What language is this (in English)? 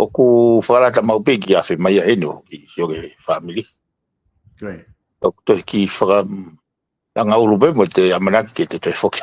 Tongan